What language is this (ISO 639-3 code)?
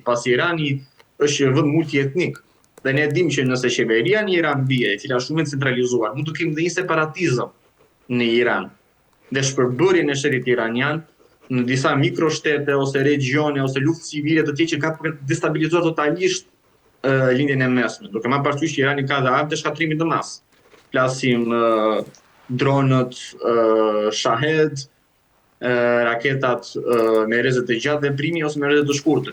sqi